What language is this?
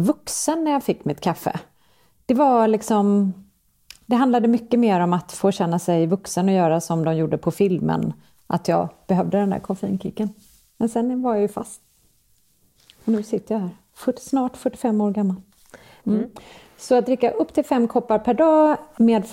Swedish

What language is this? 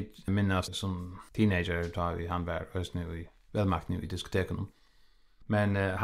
Faroese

